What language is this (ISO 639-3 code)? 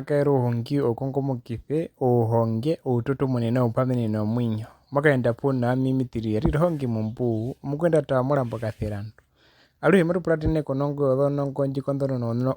her